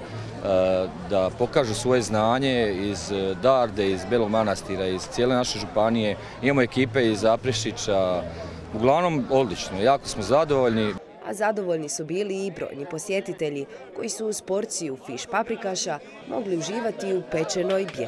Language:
Croatian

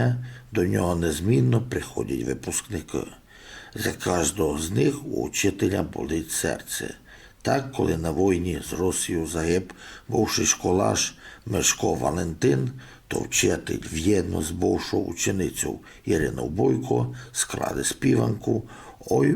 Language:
Rusyn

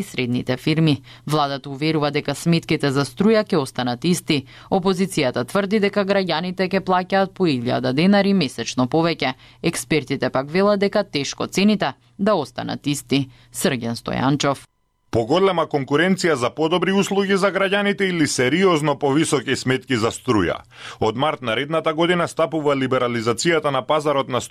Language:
Macedonian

